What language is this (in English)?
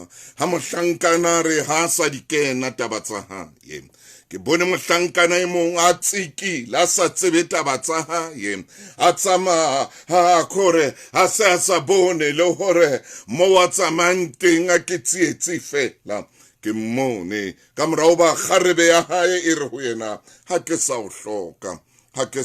Southern Sotho